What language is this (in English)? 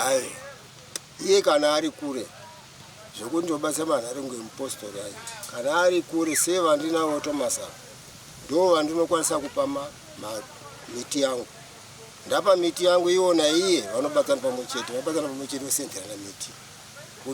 Shona